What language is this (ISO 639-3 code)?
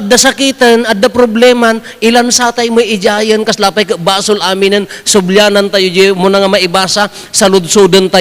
ilo